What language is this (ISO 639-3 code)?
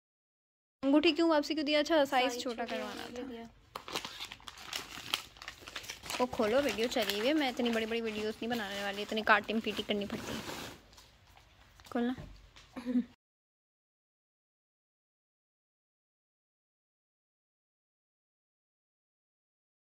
hin